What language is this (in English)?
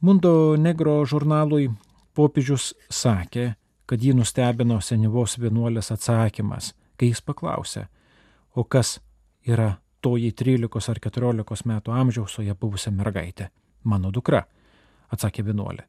Lithuanian